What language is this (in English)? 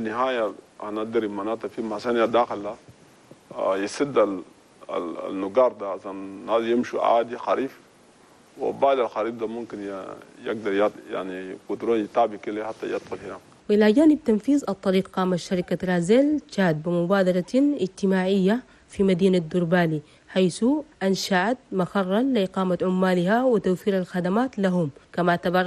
Chadian Arabic